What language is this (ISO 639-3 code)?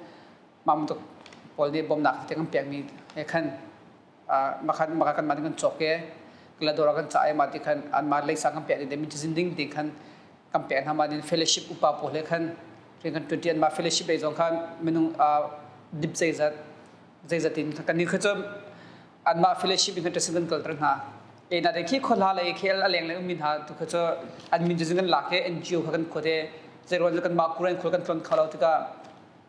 cnh